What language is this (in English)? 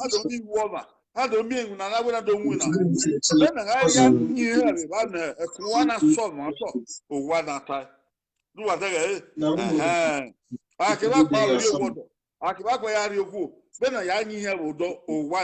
Bini